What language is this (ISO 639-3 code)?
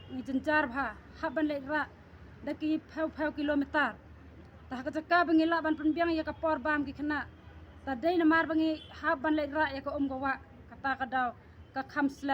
kha